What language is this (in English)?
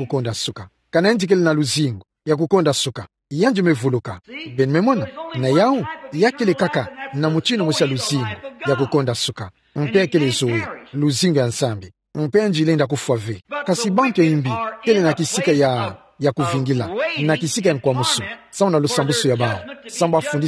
Kituba (Democratic Republic of Congo)